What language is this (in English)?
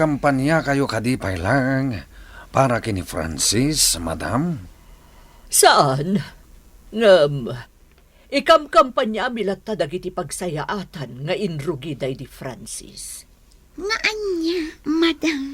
Iloko